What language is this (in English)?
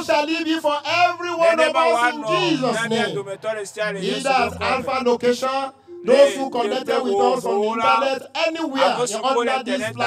Ewe